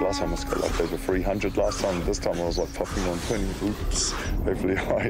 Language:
Māori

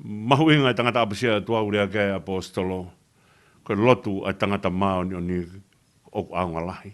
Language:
Tongan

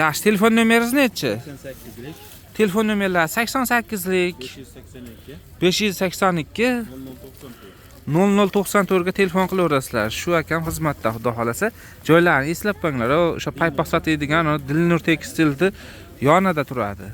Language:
Uzbek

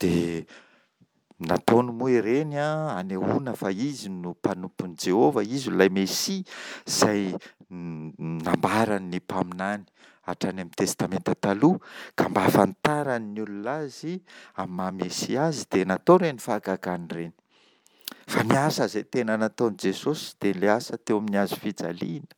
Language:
Malagasy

